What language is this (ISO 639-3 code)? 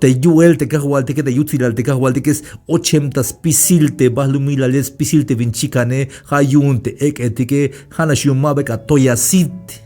tzh